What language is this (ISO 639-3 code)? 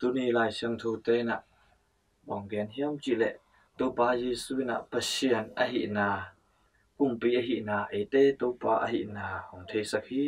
ctd